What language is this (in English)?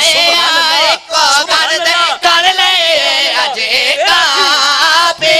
Urdu